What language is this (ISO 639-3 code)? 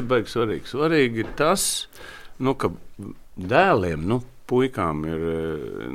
lav